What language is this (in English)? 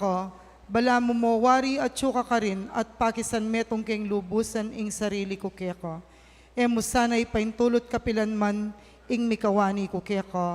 Pampanga